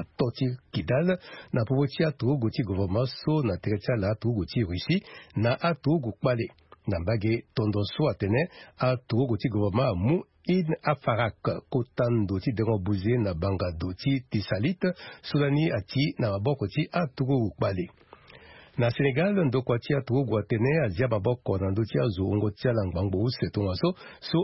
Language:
Sango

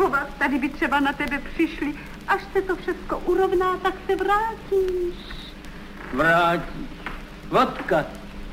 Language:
Czech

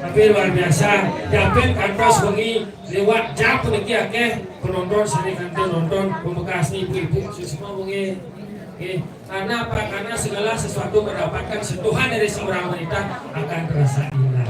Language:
Balinese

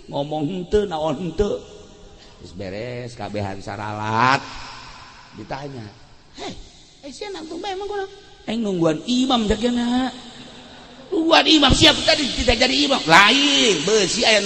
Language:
Sundanese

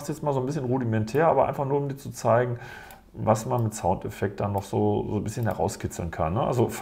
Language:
German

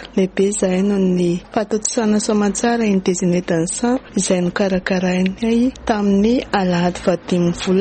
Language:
Malagasy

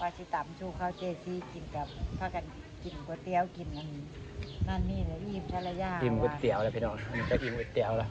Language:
Northeastern Thai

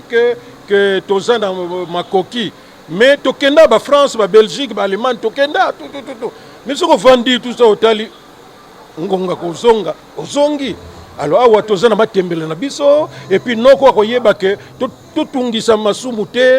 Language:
Lingala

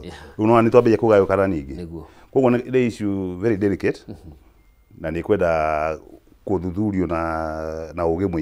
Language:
Kikuyu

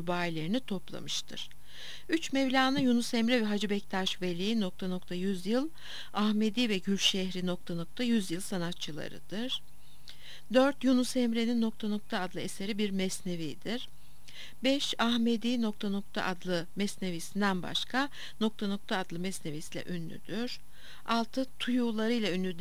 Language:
Turkish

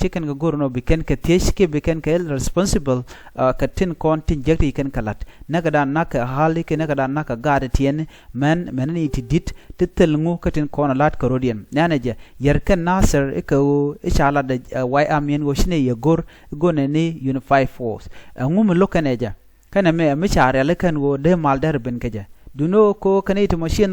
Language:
Nuer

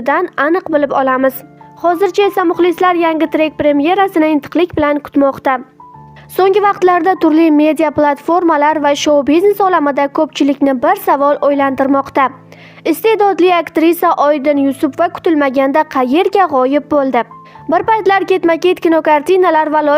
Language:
Uzbek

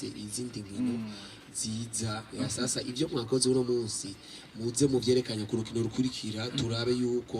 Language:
Rundi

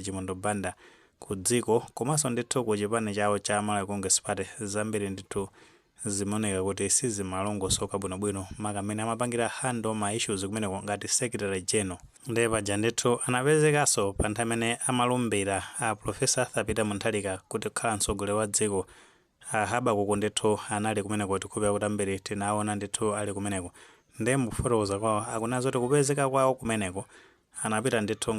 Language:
Nyanja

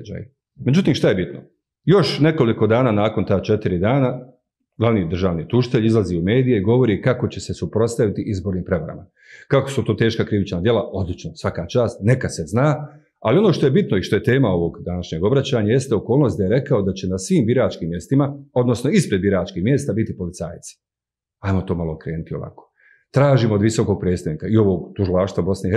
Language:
Bosnian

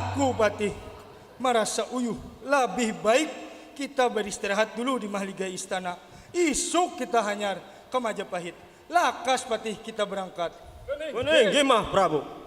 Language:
Banjar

